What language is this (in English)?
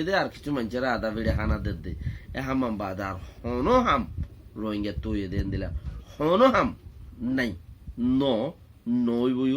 Rohingya